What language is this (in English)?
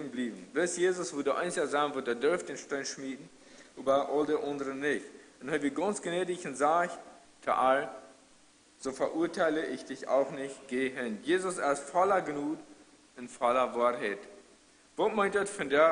Plautdietsch